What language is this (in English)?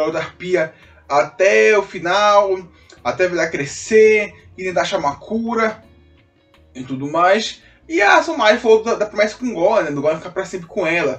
Portuguese